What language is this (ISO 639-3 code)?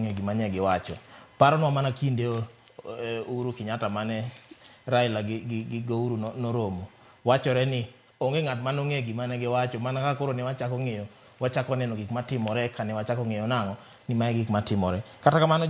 luo